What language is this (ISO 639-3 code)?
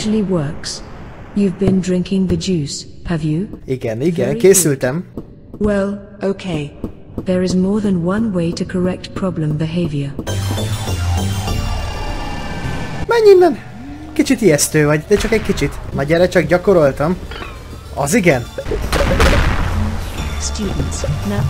hun